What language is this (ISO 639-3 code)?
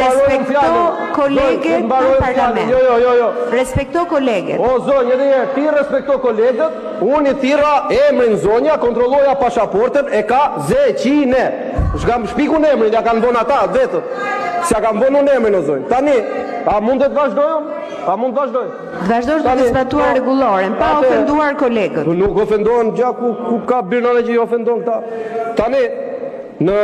sqi